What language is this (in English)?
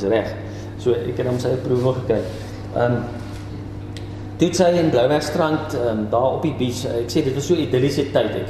Afrikaans